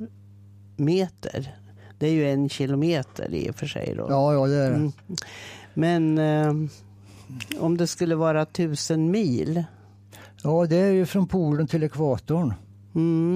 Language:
Swedish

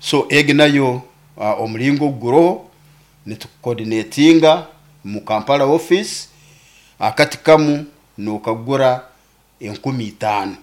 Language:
Nyoro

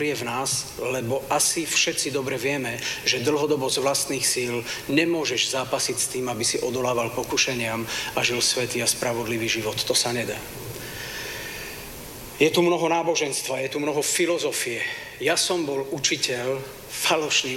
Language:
Slovak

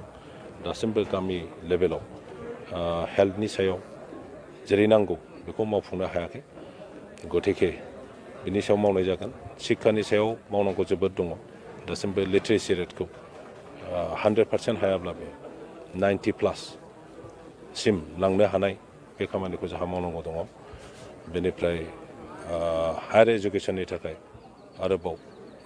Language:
Bodo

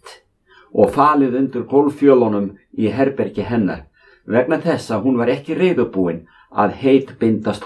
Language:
Icelandic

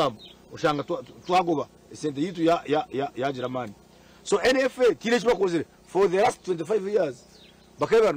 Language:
Nyankole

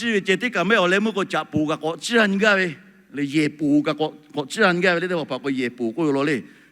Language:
Lahu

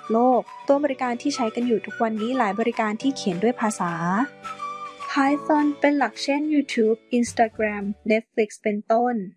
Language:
Thai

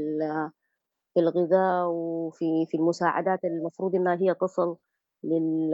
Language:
Sudanese Arabic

